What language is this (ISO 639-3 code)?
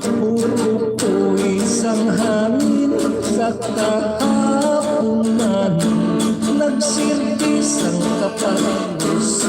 hil